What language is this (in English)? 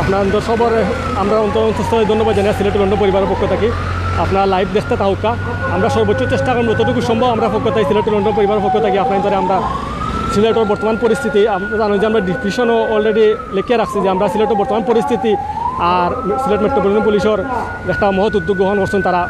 Sylheti